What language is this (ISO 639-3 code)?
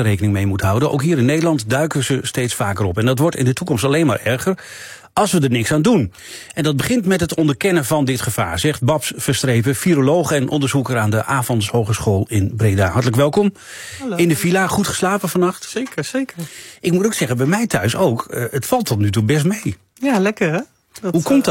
nld